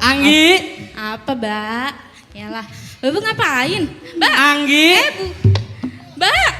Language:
Betawi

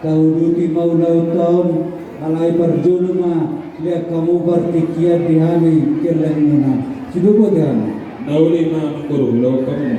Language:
Batak Toba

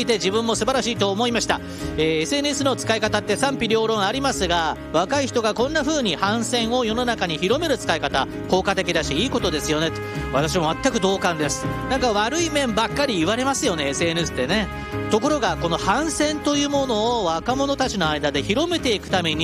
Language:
Japanese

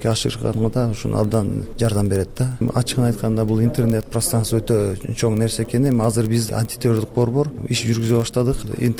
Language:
Kyrgyz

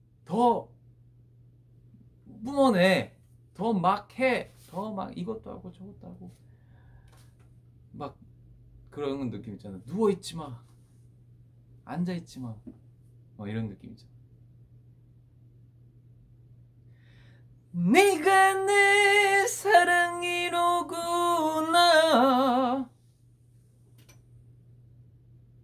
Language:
Korean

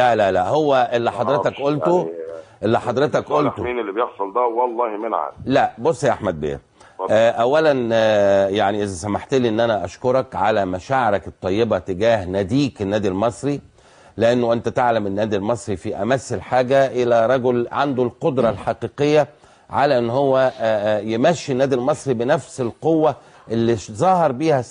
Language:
Egyptian Arabic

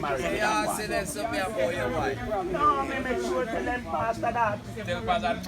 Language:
Jamaican Creole English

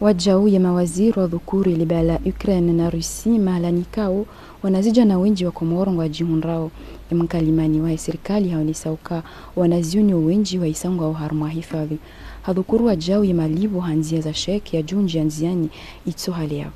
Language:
Ngazidja Comorian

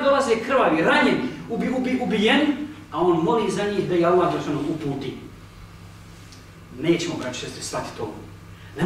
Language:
Bosnian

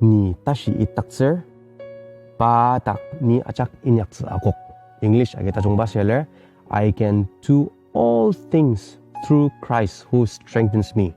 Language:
Ao Naga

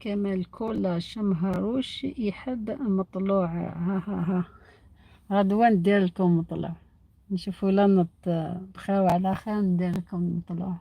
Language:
Algerian Arabic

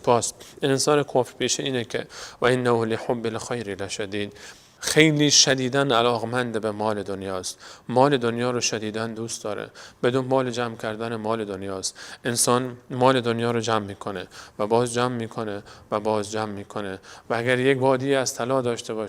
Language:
Persian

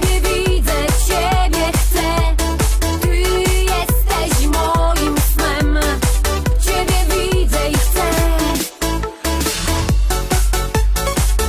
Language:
Polish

